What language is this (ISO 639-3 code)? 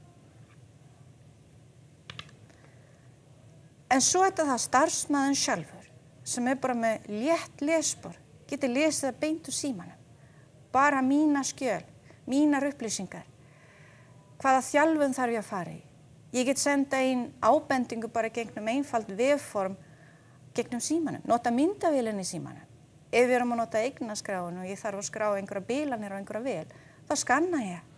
isl